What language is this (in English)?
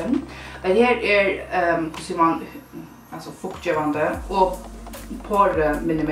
Faroese